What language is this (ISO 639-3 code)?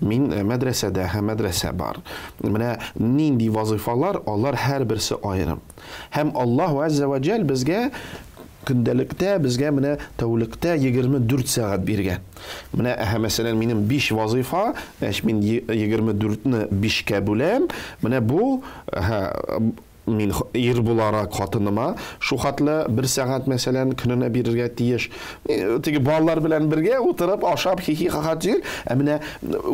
tat